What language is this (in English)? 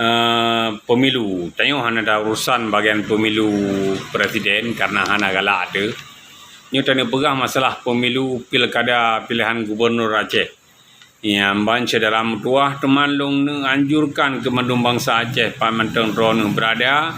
Achinese